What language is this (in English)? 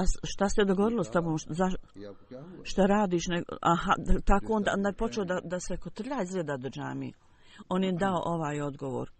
Bosnian